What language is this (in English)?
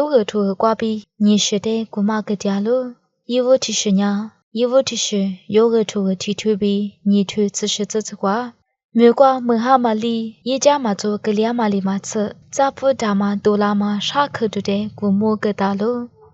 Lisu